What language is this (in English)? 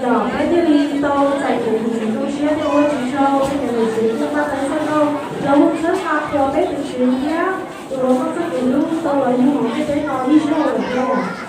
Hmong